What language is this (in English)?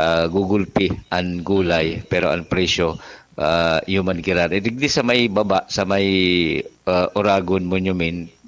Bikol